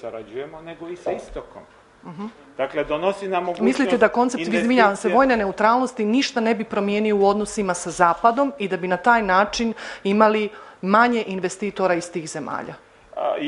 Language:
Serbian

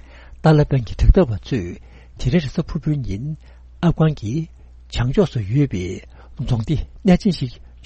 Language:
Tibetan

